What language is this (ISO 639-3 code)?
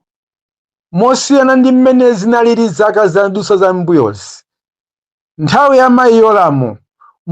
nya